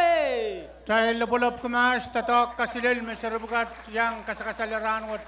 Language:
Pohnpeian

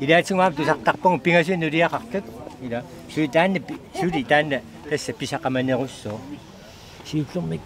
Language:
Kalaallisut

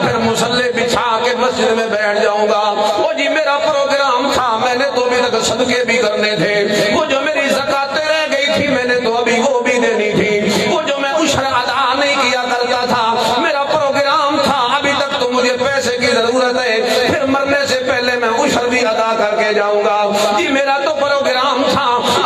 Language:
Urdu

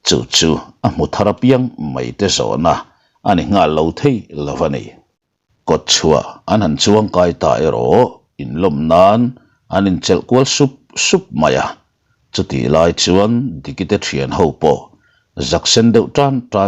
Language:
Mizo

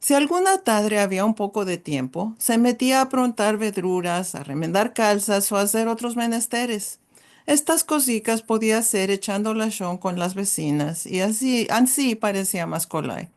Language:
Ladino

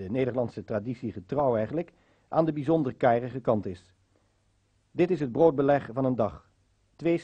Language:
Dutch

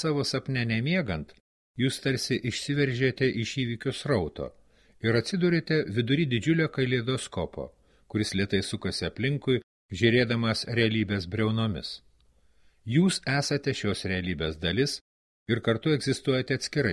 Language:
Lithuanian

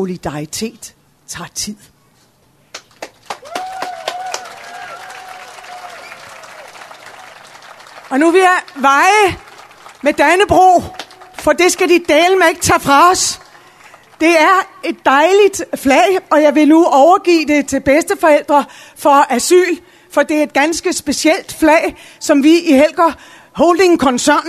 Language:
Danish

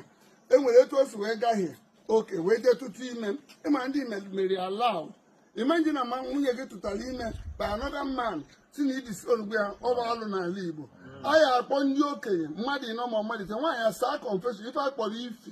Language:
Igbo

